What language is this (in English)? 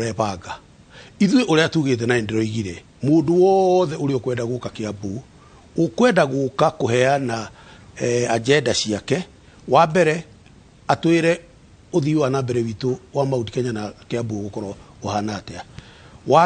Kikuyu